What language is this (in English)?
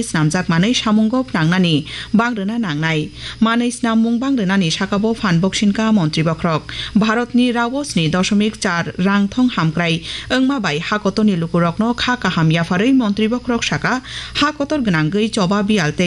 Kok Borok